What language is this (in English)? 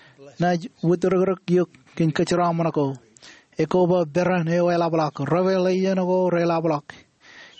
Marshallese